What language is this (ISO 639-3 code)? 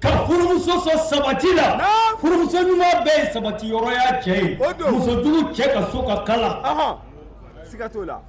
bam